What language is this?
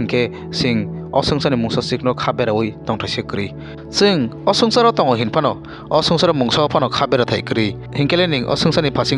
Kok Borok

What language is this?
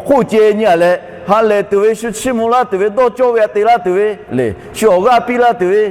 Lahu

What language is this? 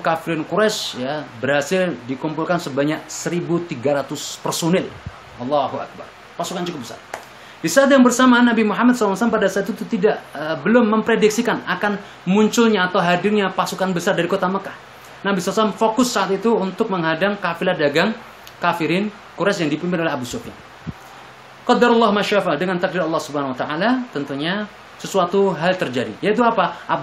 Indonesian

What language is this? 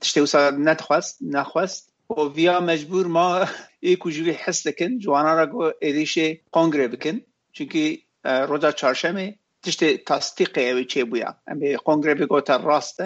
Kurdish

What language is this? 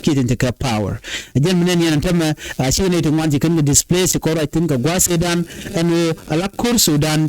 Nuer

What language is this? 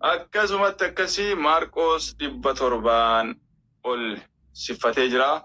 Oromo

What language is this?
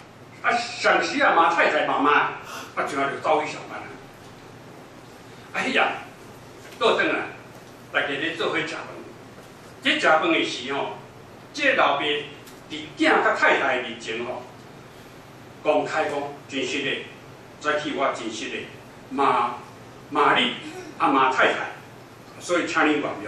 Min Nan Chinese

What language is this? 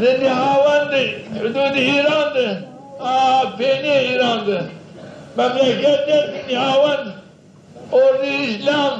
Zaza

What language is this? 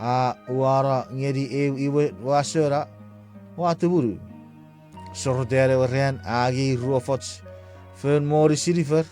Chuukese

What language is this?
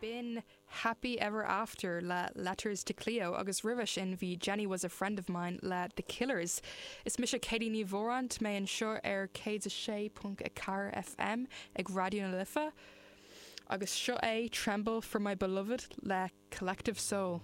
Irish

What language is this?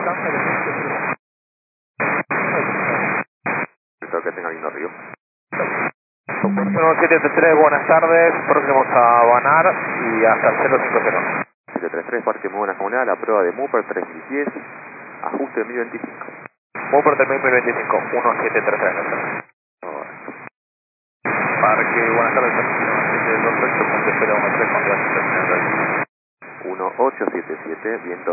Spanish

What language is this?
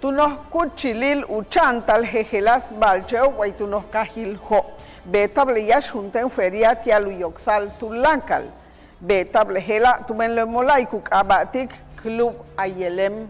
Yucateco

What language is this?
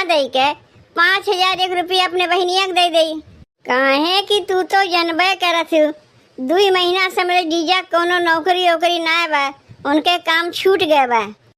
Awadhi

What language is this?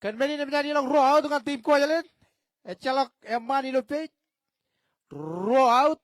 Marshallese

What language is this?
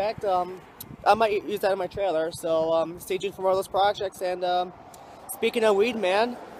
English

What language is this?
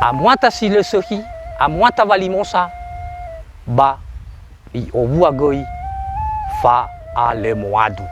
Nias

